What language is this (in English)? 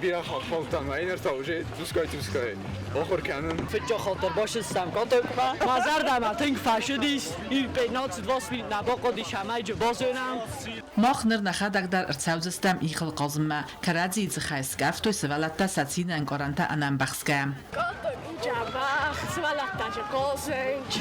Ossetic